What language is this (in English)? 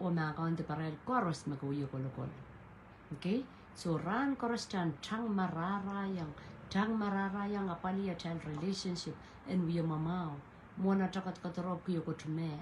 Pohnpeian